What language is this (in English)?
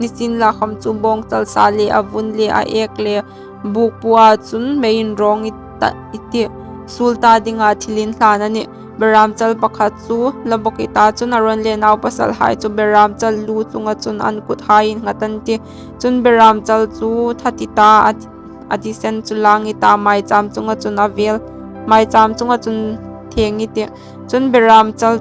Hmar